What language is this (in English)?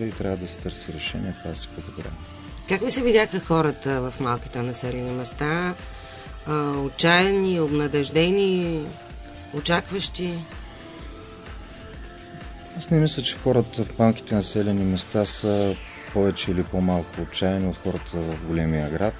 Bulgarian